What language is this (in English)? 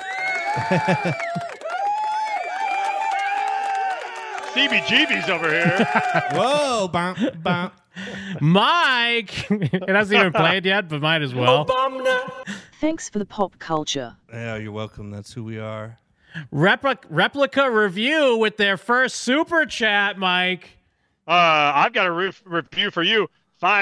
English